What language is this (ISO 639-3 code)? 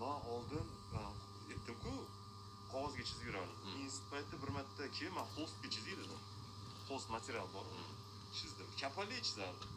uzb